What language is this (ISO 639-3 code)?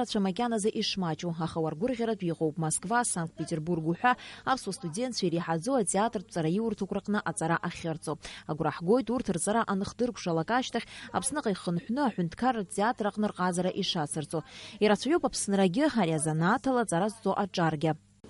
abk